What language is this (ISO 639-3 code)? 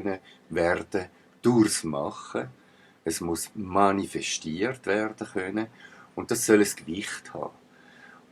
gsw